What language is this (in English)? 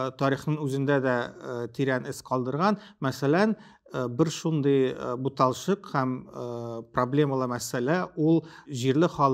Tatar